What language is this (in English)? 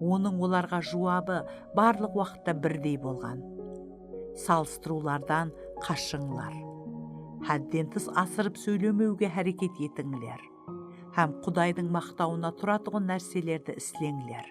Kara-Kalpak